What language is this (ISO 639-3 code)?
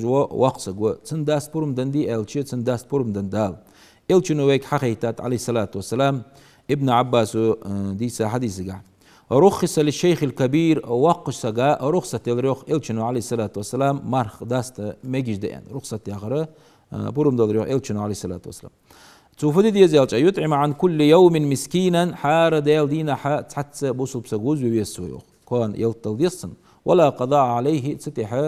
inh